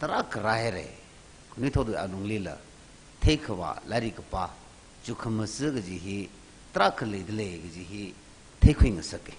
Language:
Tangkhul Naga (India)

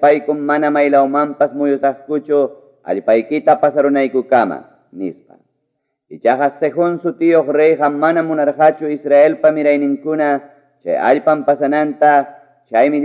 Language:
Ayacucho Quechua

